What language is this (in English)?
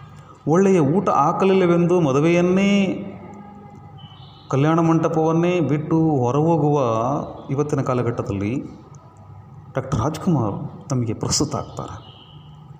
Kannada